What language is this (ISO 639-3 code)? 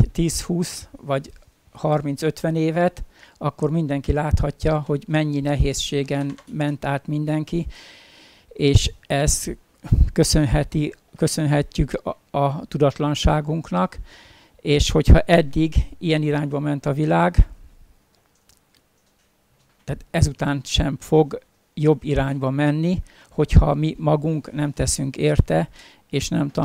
hun